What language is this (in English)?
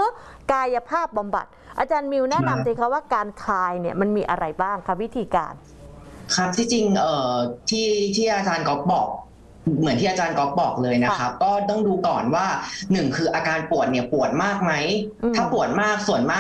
Thai